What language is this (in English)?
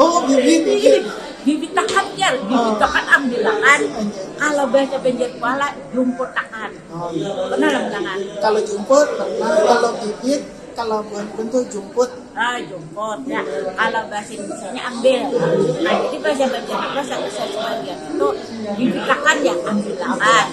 Banjar